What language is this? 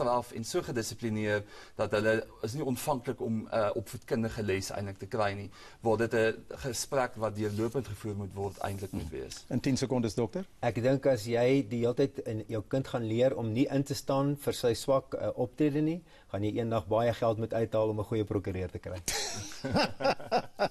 Afrikaans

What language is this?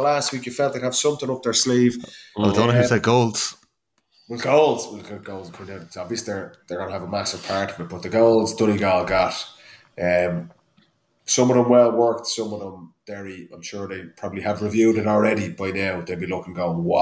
English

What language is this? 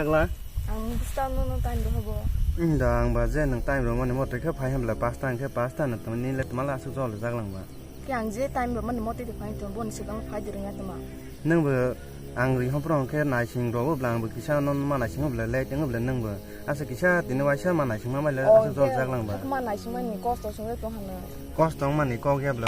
Kok Borok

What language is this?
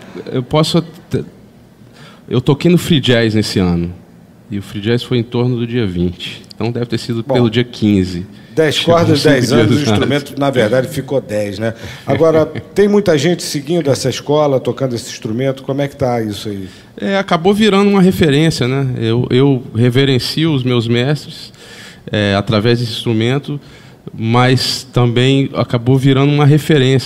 Portuguese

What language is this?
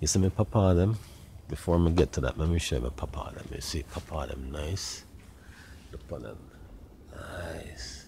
Jamaican Creole English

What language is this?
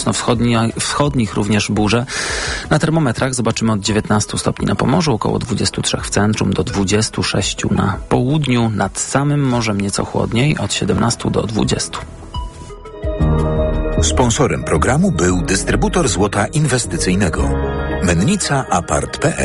Polish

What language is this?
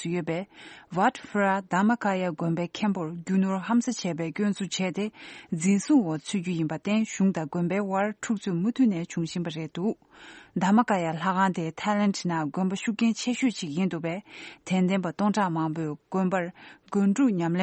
Tibetan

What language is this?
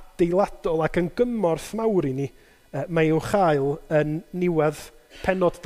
Welsh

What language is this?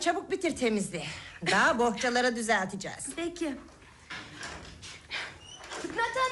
Turkish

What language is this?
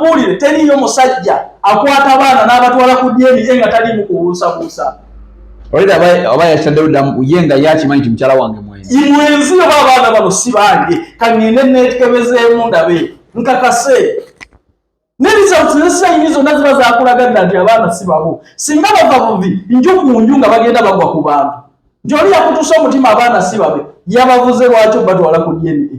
Ganda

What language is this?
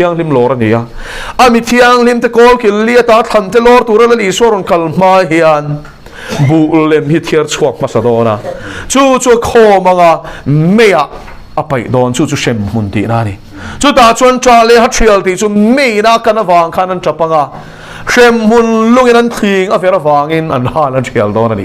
Mizo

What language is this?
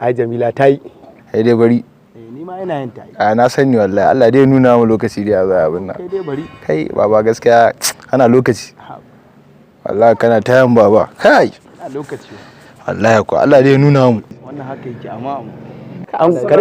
Hausa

